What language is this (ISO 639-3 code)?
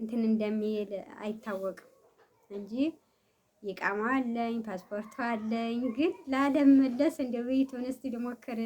amh